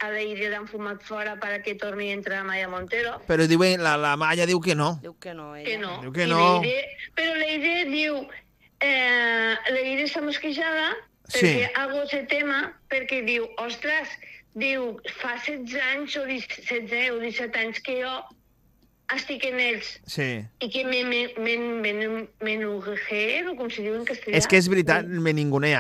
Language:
Catalan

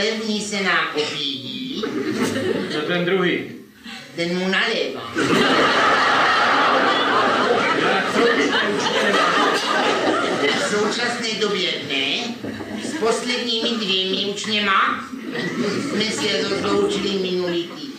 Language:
Czech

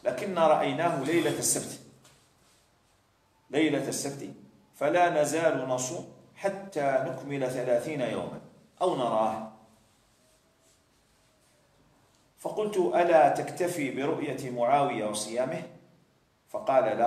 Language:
Algerian Arabic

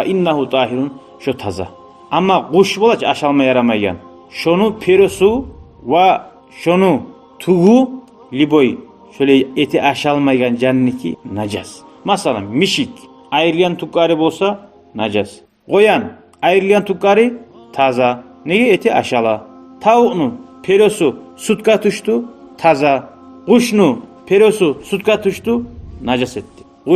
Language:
Kumyk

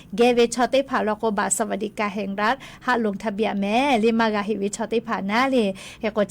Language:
Lahu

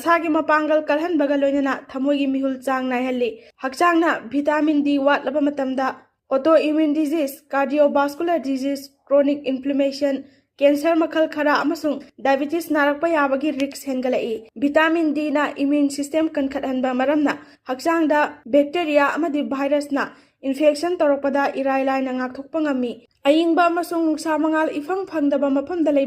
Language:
Manipuri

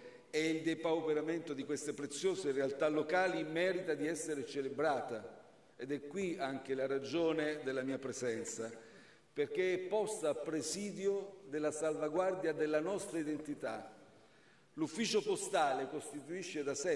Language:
Italian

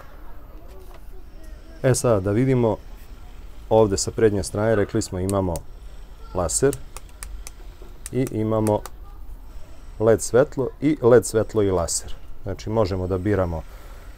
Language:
Serbian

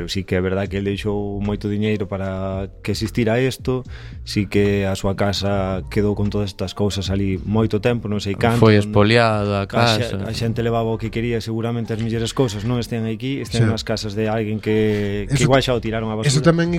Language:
Galician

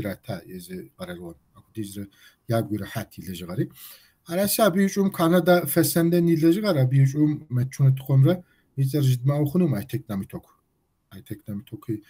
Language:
Kabardian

